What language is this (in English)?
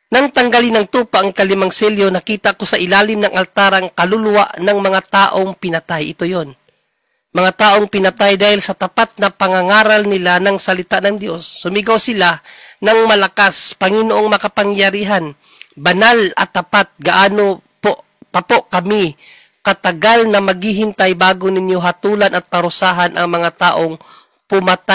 Filipino